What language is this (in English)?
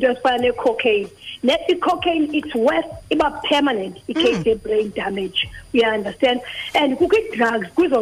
Xhosa